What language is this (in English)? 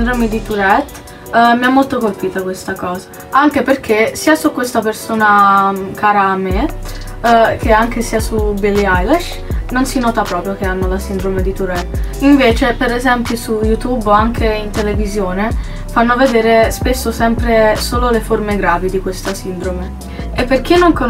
Italian